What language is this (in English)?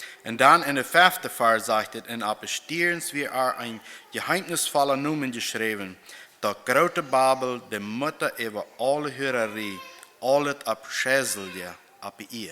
Plautdietsch